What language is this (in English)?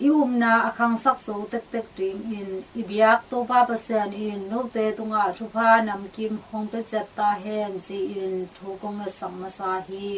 Tedim Chin